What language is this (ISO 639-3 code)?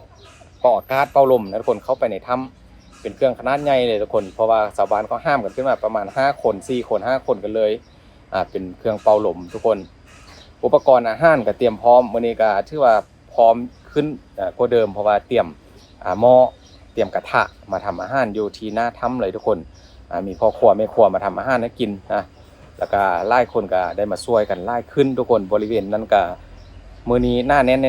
lao